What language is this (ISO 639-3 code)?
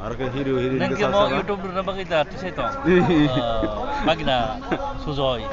trp